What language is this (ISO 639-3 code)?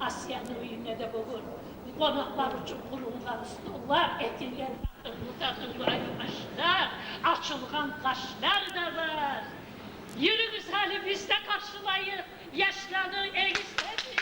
kum